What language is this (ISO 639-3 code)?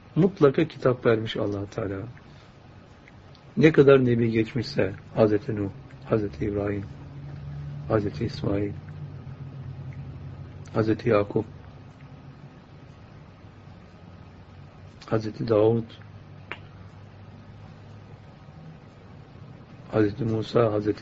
tur